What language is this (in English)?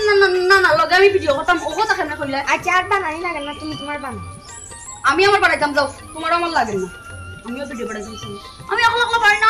Sylheti